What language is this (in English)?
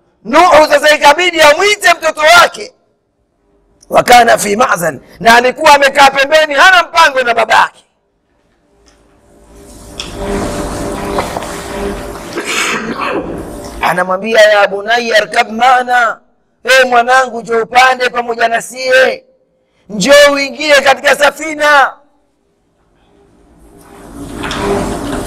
Swahili